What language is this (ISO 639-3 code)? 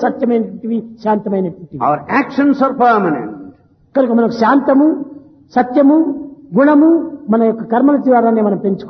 tel